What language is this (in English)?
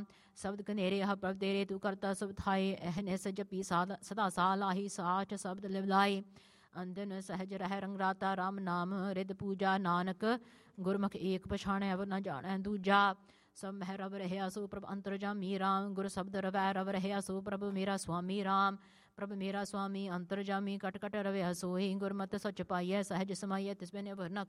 Punjabi